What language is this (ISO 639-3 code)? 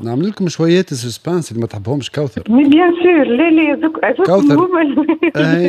aeb